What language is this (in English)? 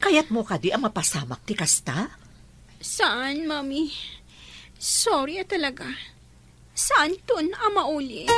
Iloko